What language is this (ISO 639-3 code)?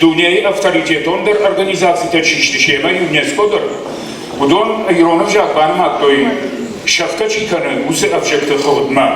oss